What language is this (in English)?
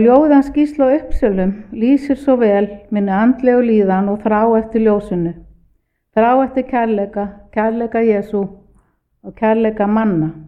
Icelandic